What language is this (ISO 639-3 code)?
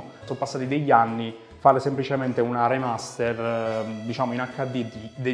ita